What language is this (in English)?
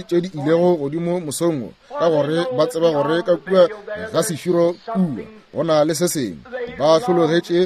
Northern Sotho